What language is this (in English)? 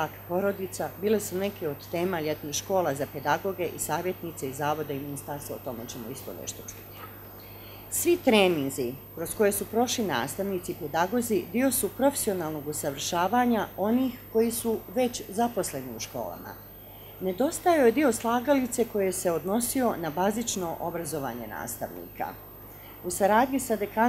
Bosnian